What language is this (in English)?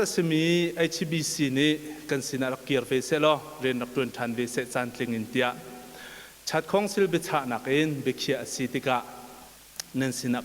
Hakha Chin